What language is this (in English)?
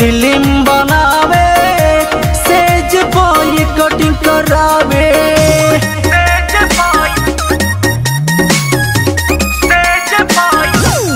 Bhojpuri